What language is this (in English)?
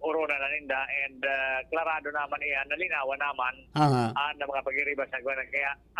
Bikol